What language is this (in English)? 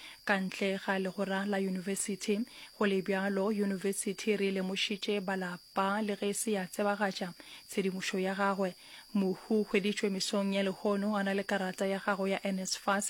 Northern Sotho